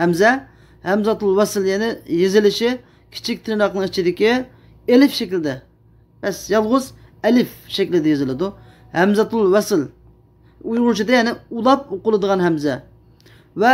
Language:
Uyghur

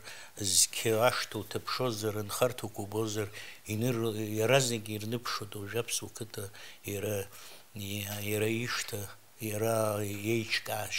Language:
Abkhazian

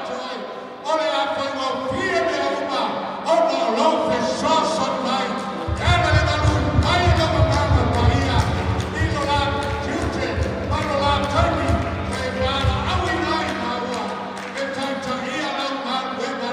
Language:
Samoan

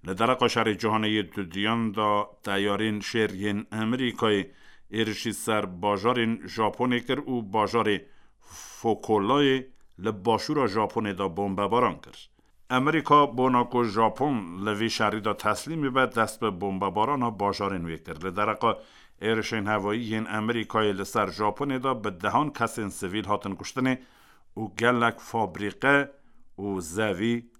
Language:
Kurdish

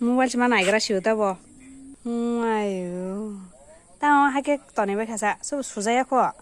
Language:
Kok Borok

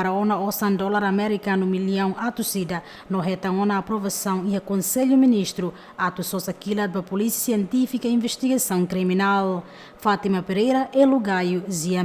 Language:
Tetum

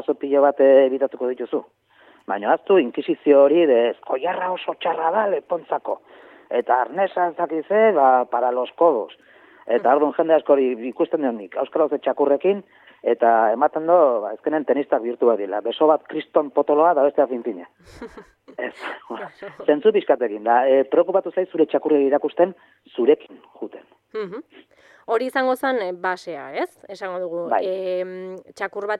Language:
Basque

